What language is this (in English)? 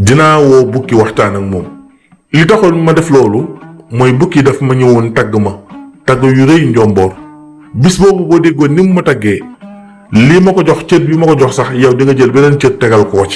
Wolof